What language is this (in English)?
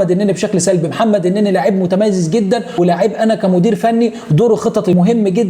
Egyptian Arabic